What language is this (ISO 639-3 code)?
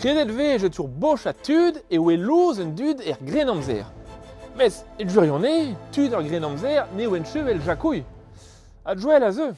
bre